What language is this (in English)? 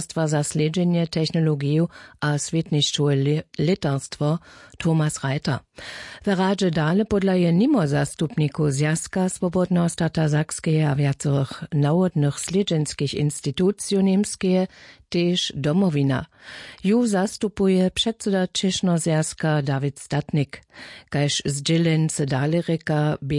Upper Sorbian